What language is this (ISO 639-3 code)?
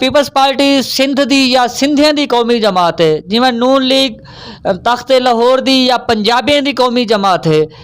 lah